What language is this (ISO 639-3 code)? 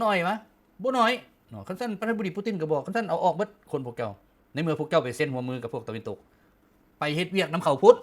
lao